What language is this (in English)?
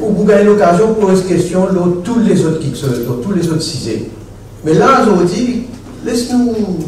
Morisyen